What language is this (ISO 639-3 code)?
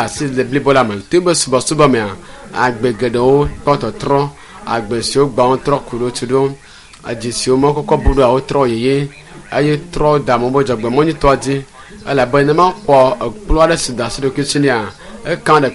ewe